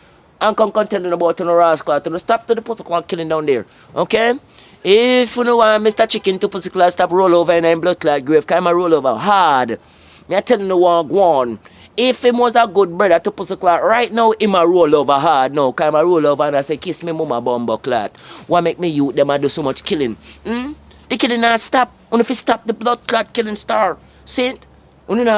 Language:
Jamaican Creole English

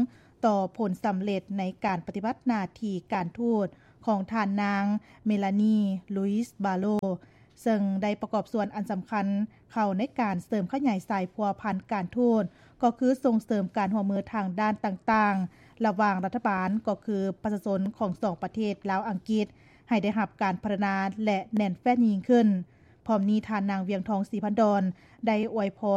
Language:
Lao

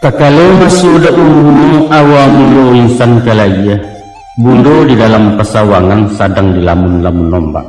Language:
Minangkabau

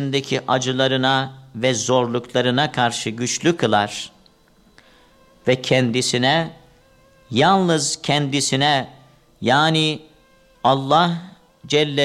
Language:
Turkish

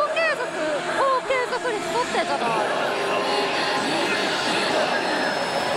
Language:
Japanese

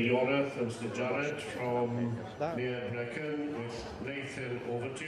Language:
Welsh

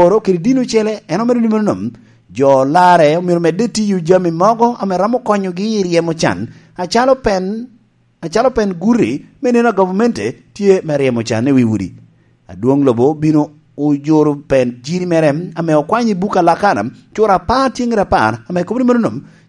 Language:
Lango (Uganda)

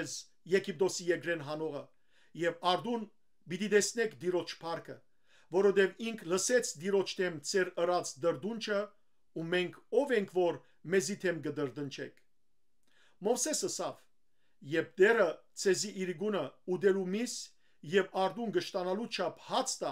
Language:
Western Armenian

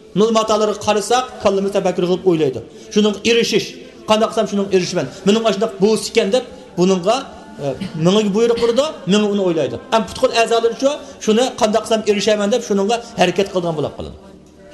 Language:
Uyghur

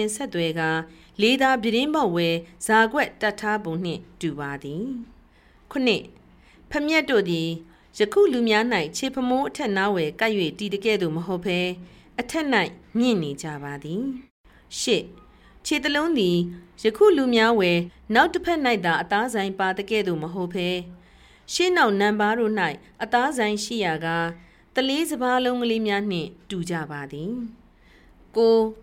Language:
Burmese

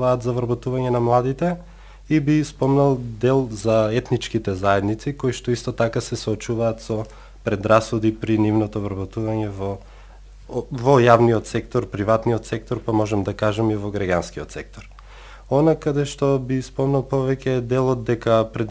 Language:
Macedonian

